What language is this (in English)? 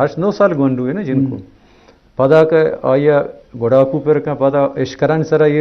Eastern Balochi